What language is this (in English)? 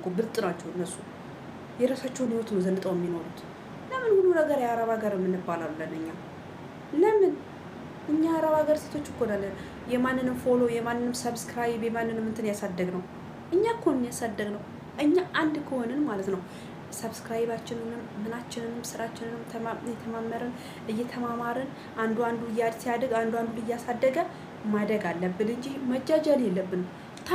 Amharic